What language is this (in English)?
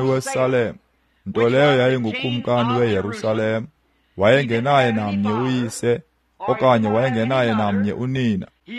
Xhosa